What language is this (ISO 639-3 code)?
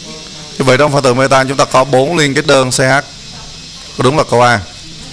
vie